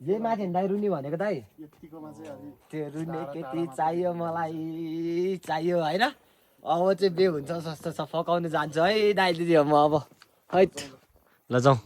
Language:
Nepali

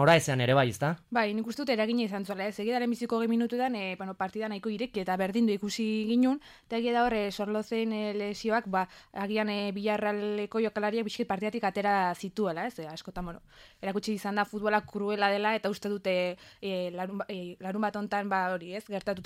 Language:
Basque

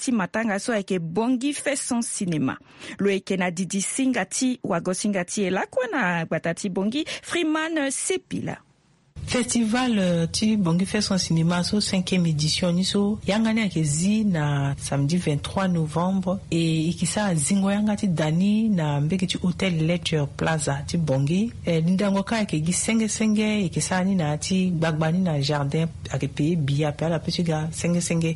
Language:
Sango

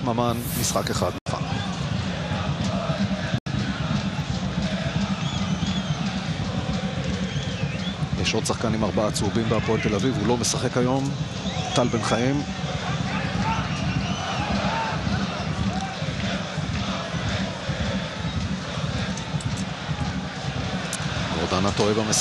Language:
Hebrew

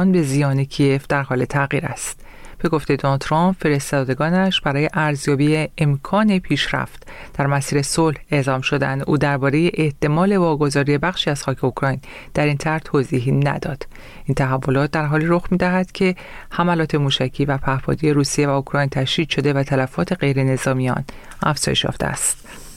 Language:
Persian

